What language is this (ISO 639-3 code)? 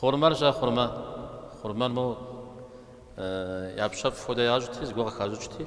kbd